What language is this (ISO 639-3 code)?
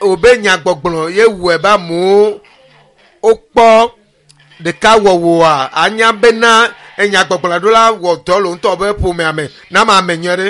ewe